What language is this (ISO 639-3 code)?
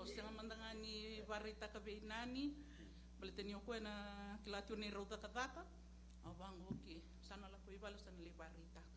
fij